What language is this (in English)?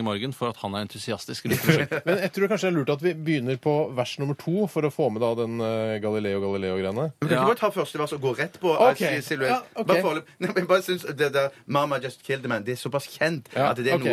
Norwegian